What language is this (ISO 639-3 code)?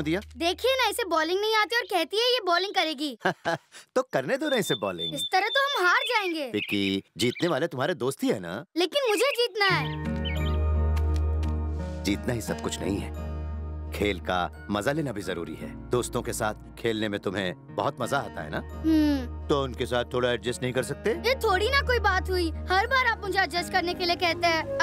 hin